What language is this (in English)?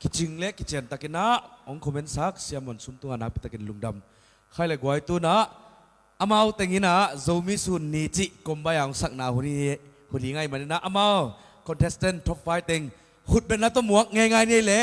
Tedim Chin